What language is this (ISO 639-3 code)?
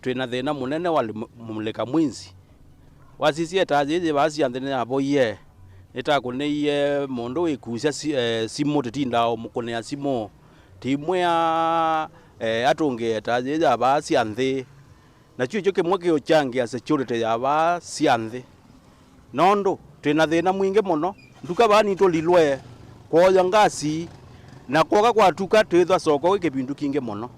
kam